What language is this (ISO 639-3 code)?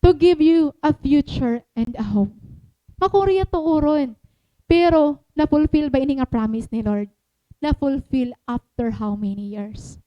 war